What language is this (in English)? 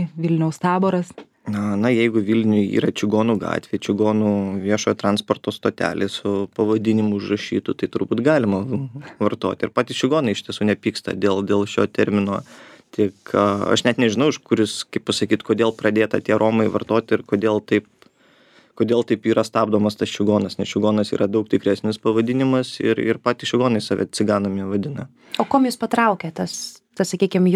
Lithuanian